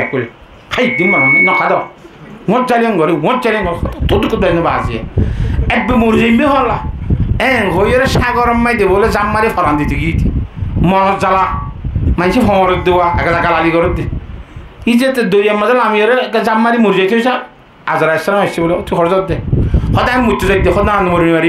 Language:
Rohingya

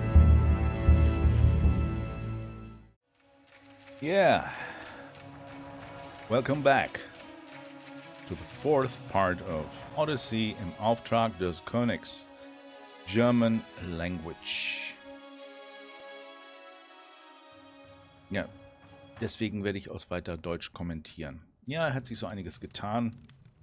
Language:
German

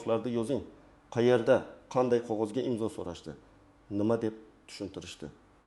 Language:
Uzbek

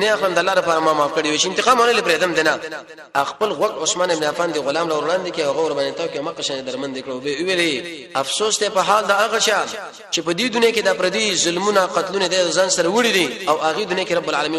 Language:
Pashto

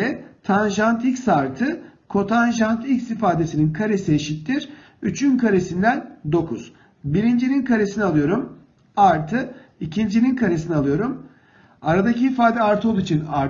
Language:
Turkish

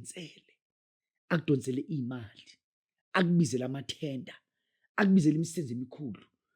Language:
Zulu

